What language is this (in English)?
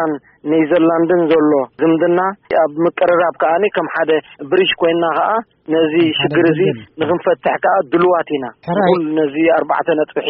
Tigrinya